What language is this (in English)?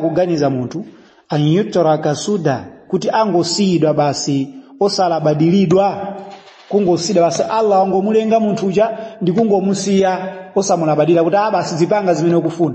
Nyanja